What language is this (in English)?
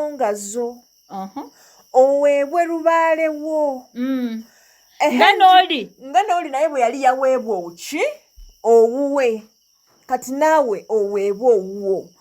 Ganda